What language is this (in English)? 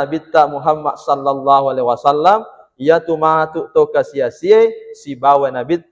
Buginese